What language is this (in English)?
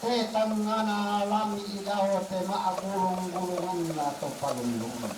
Toraja-Sa'dan